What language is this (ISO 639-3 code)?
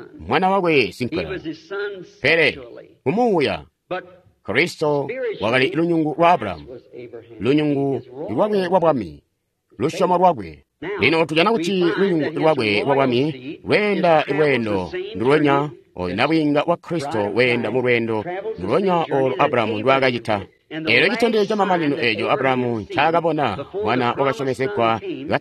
toi